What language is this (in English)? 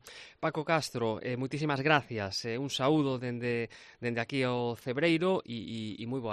Galician